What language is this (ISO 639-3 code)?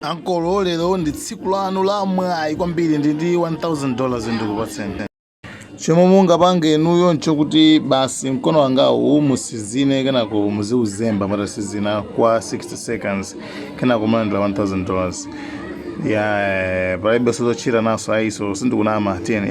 nya